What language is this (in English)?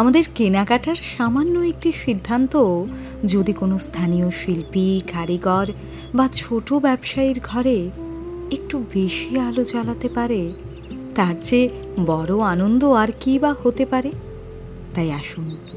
Bangla